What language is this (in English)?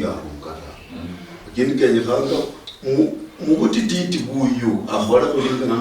Luyia